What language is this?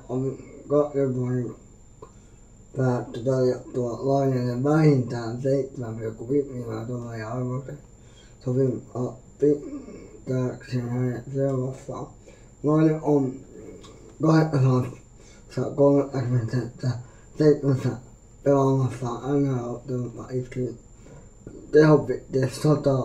Finnish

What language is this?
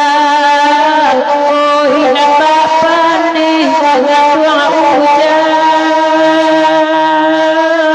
Minangkabau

